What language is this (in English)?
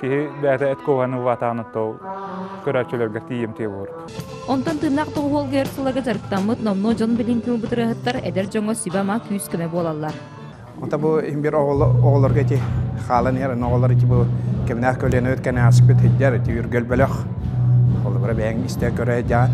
Yakut